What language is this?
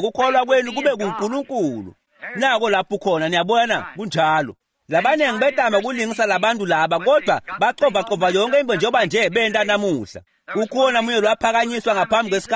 Swati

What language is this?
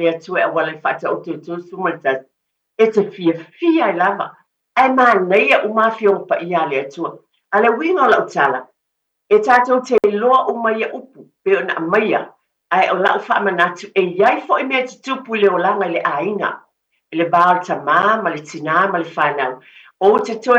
Samoan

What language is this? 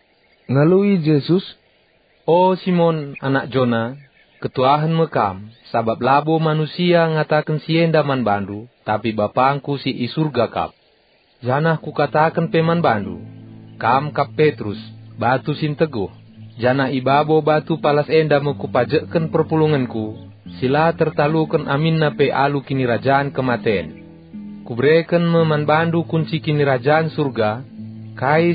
Batak Karo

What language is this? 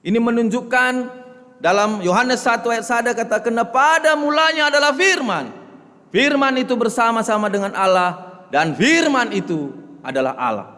Batak Karo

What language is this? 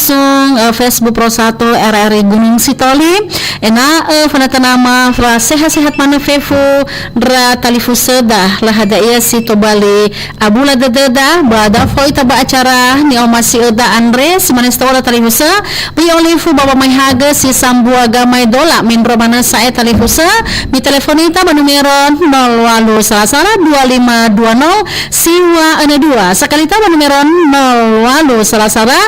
Nias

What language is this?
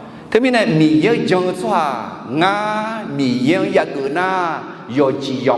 Akha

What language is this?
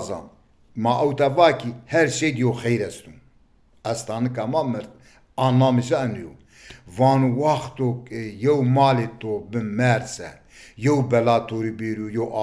Zaza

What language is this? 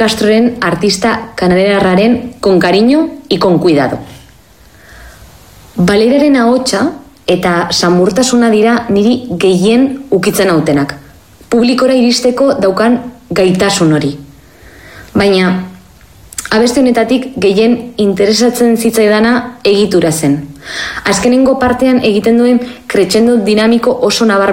Basque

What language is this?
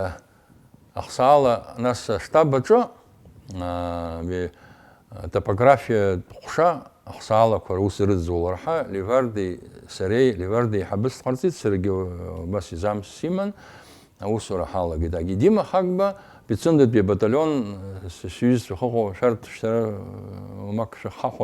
Abkhazian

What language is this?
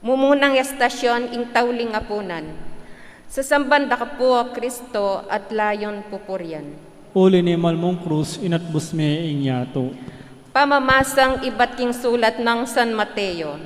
Pampanga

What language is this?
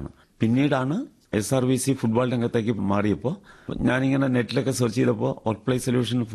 Malayalam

